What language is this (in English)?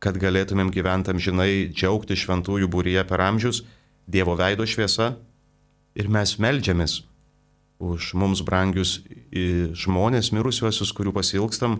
Lithuanian